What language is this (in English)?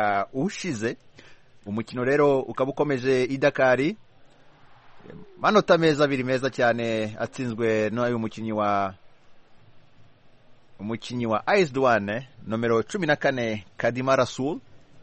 Kinyarwanda